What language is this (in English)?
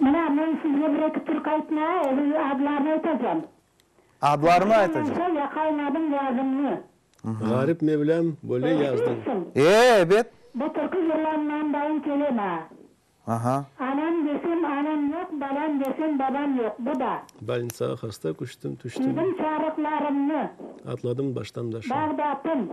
Crimean Tatar